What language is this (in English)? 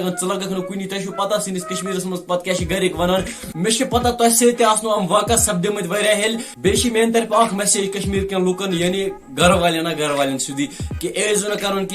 Kashmiri